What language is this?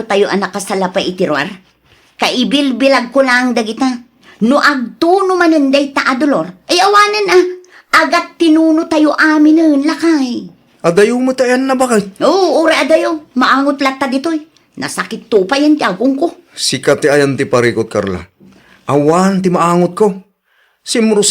Iloko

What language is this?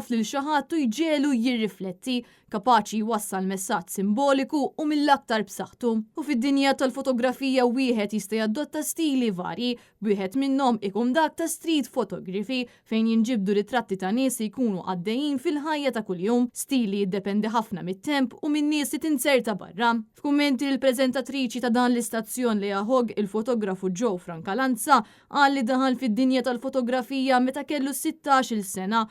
Maltese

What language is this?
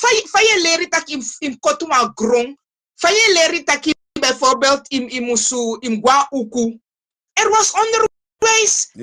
Sranan Tongo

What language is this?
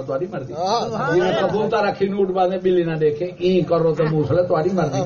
Saraiki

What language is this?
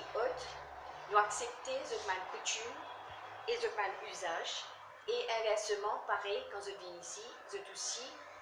Morisyen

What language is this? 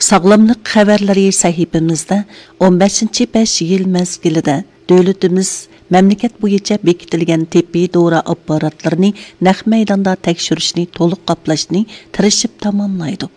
Uyghur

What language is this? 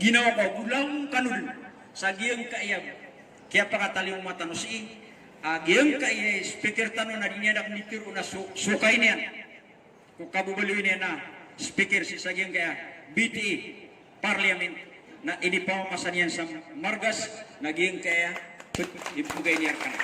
Maranao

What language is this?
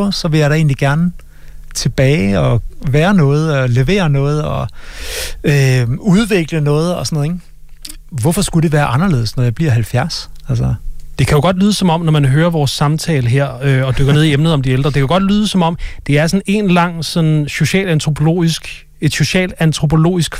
Danish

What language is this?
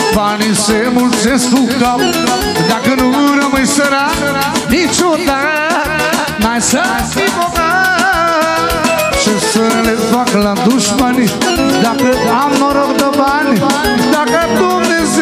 Romanian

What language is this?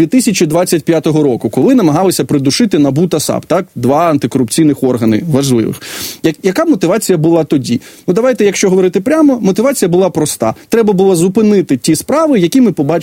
Ukrainian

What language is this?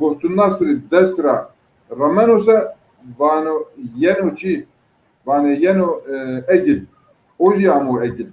Zaza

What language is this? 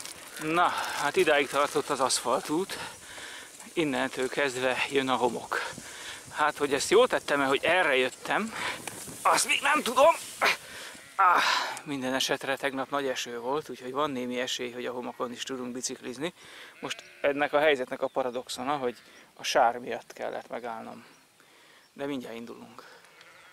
Hungarian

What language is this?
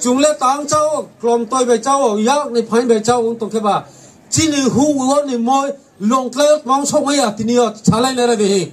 Riang (India)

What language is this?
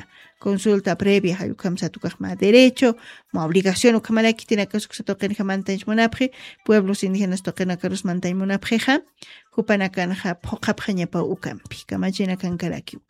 Aymara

